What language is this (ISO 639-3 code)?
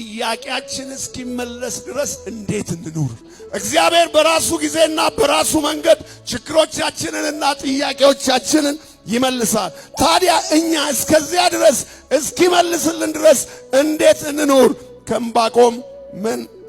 amh